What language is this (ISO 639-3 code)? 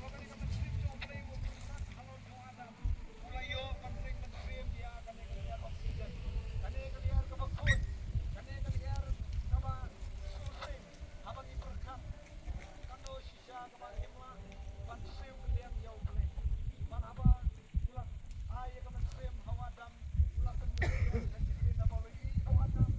kha